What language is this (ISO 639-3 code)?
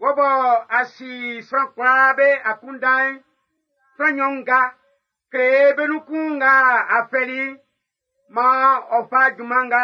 bci